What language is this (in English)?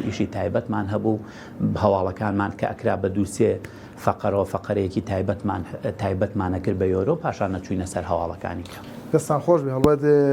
Central Kurdish